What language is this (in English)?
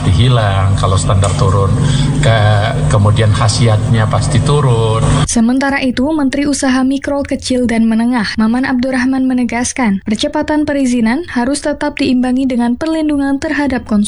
Indonesian